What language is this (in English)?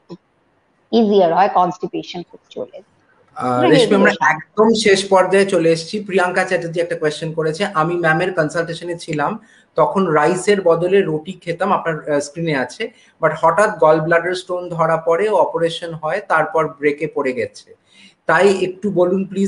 Bangla